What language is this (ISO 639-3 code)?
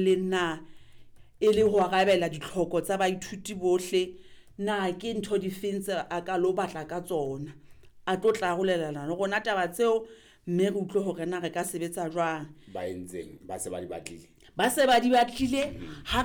sot